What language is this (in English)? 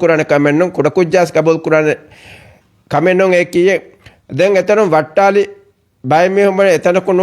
Divehi